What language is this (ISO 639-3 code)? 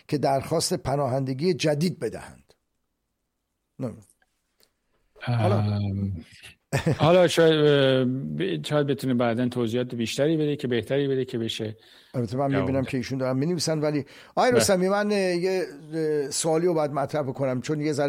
fas